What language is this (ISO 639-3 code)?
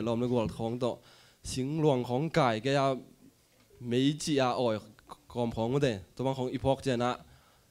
ctd